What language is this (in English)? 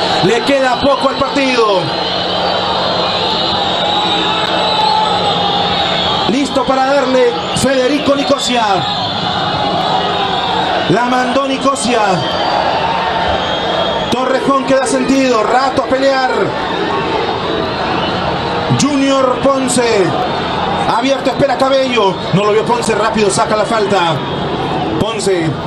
Spanish